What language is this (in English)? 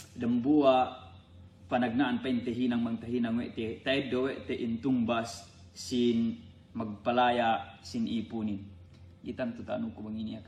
Yakan